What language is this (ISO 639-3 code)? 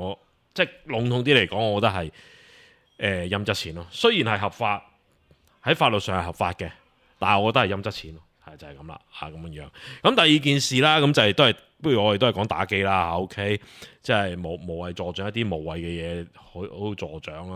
yue